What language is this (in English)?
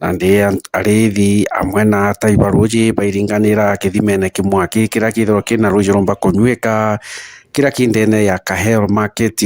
Meru